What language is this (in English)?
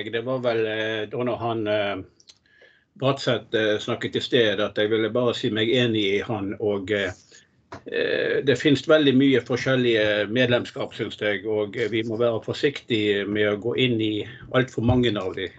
Norwegian